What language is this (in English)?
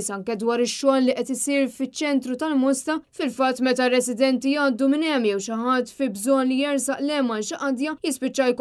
Maltese